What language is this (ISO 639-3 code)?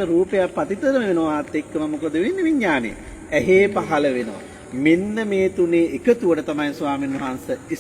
sin